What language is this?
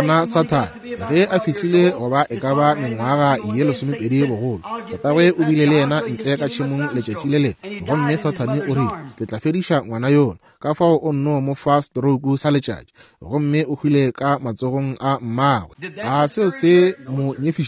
Northern Sotho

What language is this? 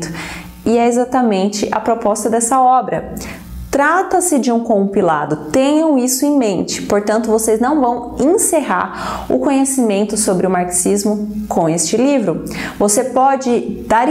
Portuguese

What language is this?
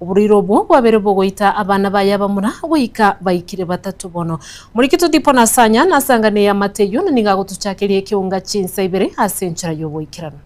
Gusii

